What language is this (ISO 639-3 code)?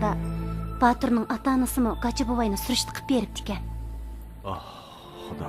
uig